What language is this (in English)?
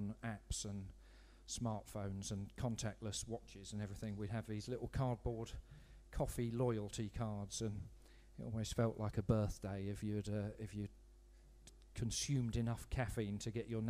English